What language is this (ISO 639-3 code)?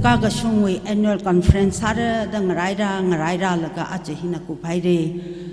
nmf